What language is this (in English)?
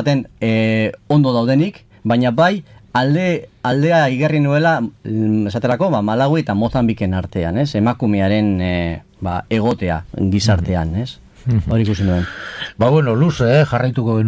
Basque